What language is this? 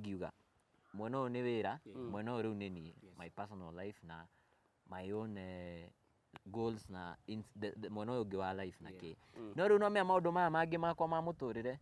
Kikuyu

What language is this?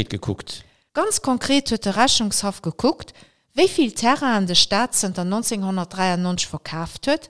Luxembourgish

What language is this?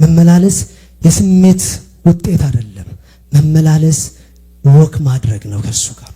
Amharic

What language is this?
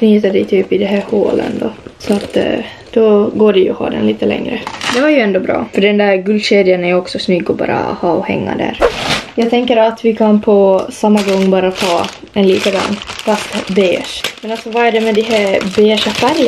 Swedish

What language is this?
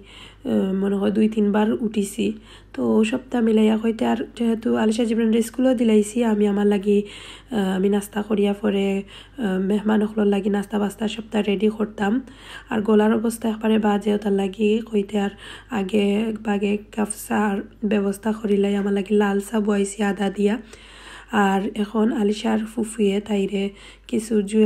Sylheti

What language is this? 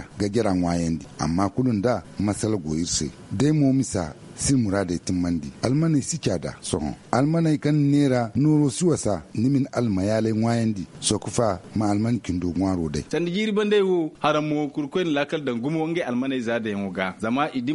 Zarma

